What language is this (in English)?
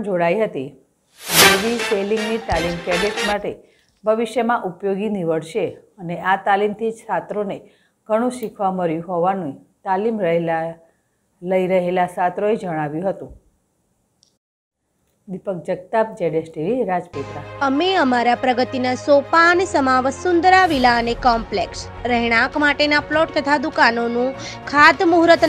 Gujarati